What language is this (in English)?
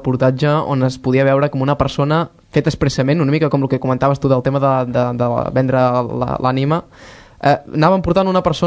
Catalan